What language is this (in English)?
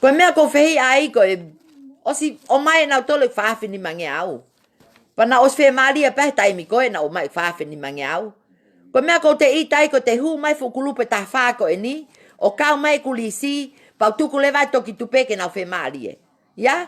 Tongan